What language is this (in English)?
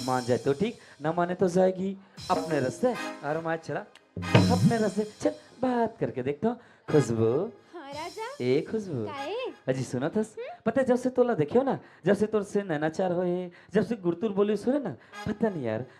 Chhattisgarhi